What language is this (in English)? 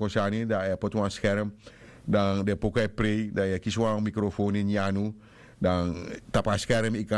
Sranan Tongo